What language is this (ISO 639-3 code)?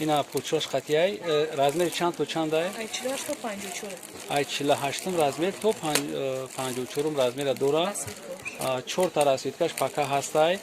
tgk